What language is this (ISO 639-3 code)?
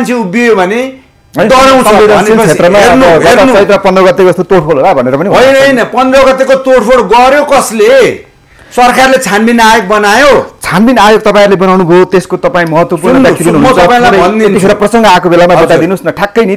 nep